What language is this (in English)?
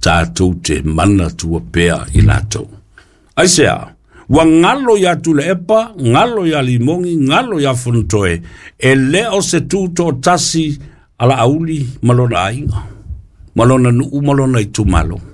Samoan